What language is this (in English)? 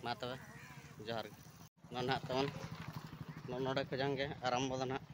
Santali